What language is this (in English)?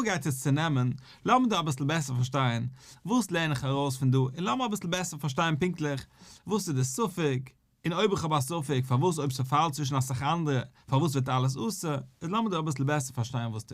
Yiddish